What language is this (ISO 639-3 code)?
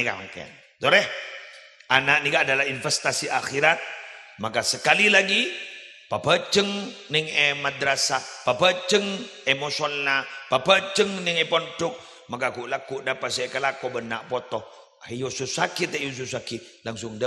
mad